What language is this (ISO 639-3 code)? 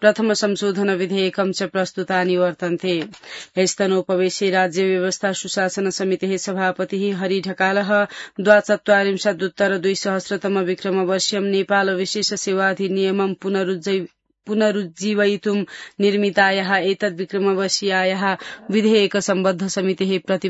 san